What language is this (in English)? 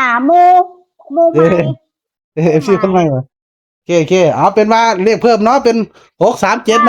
Northeastern Thai